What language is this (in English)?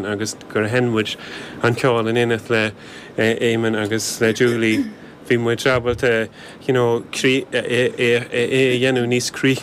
Irish